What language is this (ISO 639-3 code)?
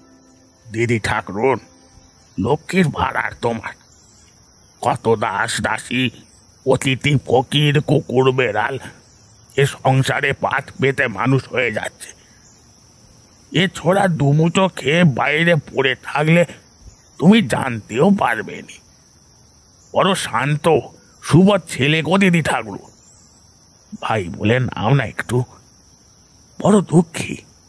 ben